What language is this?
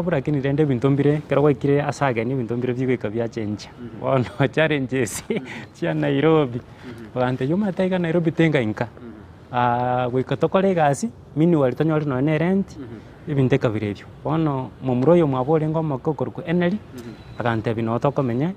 Gusii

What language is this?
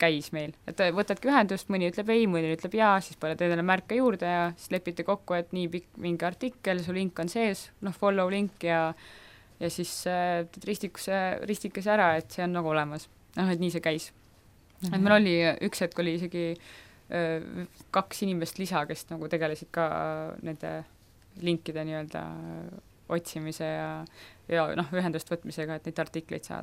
Estonian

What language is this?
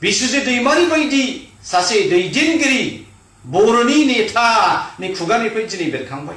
Bodo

